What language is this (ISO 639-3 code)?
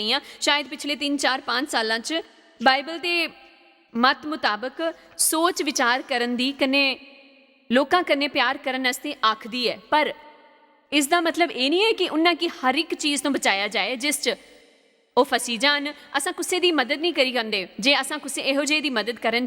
doi